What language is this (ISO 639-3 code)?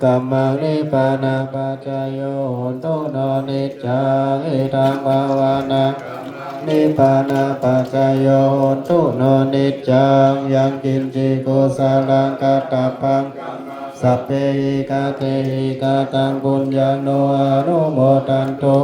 pli